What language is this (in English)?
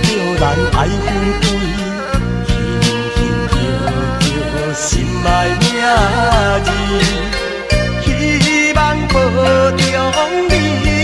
Min Nan Chinese